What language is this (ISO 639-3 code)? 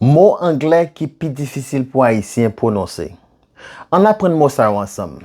hat